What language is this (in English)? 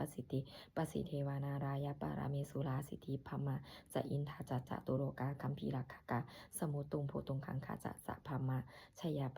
Pali